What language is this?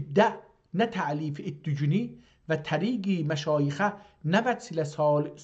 South Azerbaijani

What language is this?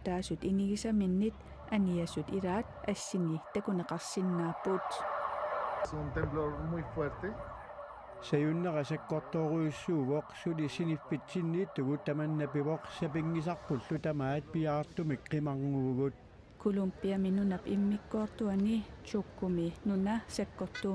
Kalaallisut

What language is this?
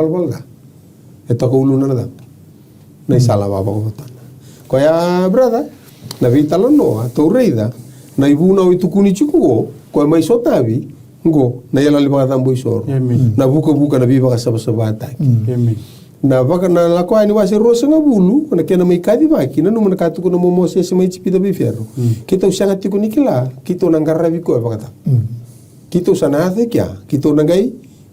Fijian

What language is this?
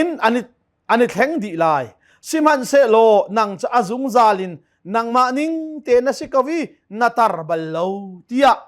Hakha Chin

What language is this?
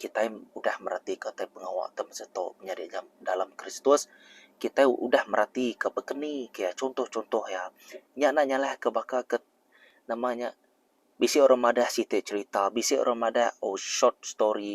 Iban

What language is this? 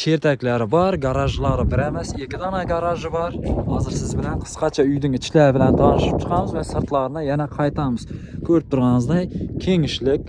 Uzbek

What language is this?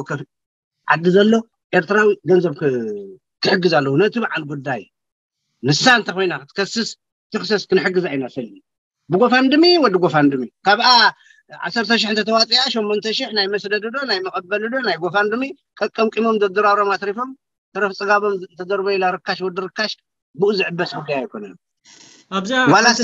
Tigrinya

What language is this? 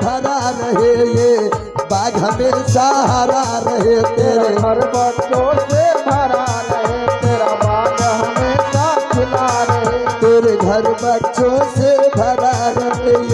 Hindi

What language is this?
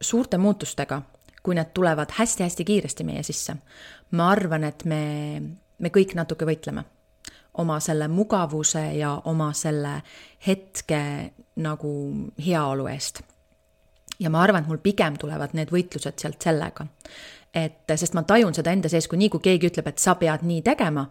Estonian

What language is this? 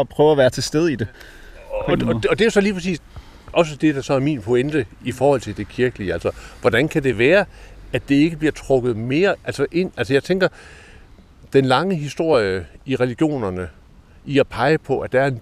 Danish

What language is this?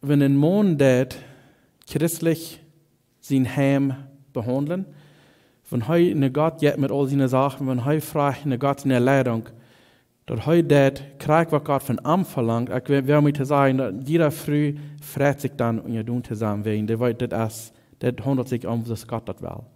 Plautdietsch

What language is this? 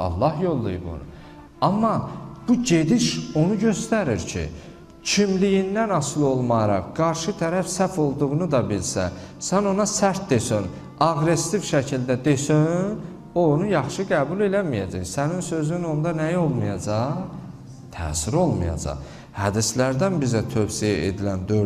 Azerbaijani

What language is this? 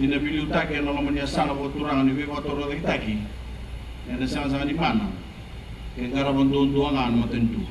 Fijian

